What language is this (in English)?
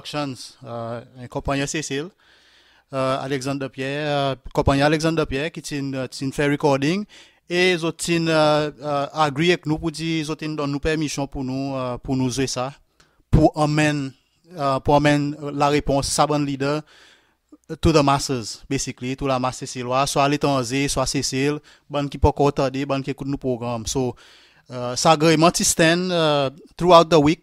Seselwa Creole French